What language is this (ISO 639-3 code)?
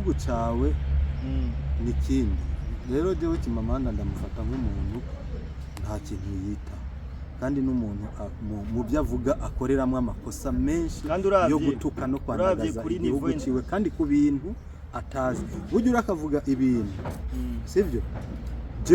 run